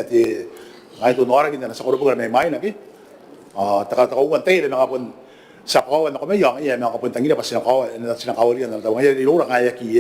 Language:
Gilbertese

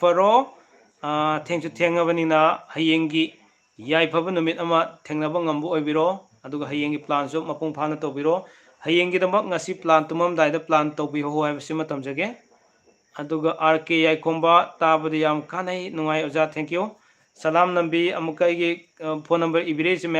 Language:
Manipuri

